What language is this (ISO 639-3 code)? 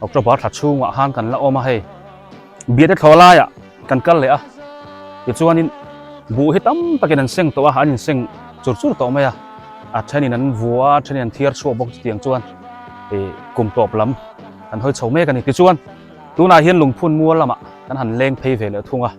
biu